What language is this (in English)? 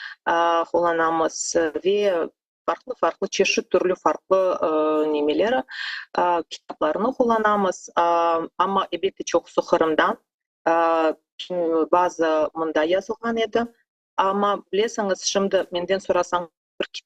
Crimean Tatar